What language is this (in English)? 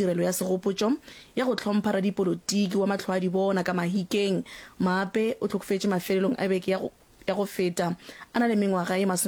Northern Sotho